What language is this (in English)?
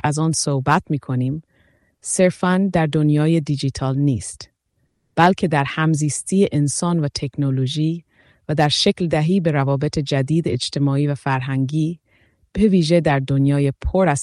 Persian